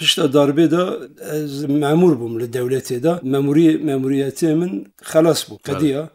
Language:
Kurdish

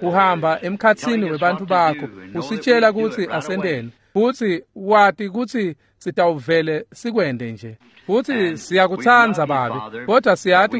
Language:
Swati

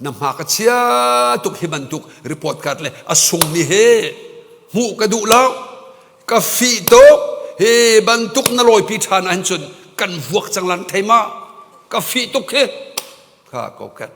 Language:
Hakha Chin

